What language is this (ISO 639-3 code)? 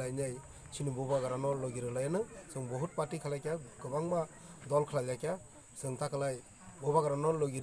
trp